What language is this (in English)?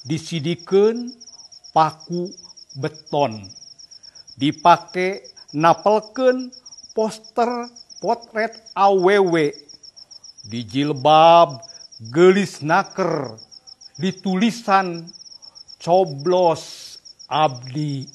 Sundanese